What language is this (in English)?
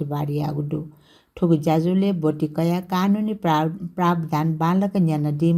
Newari